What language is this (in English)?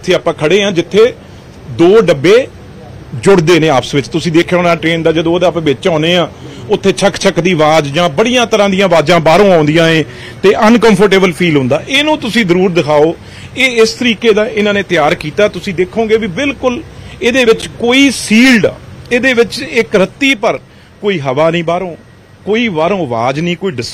Punjabi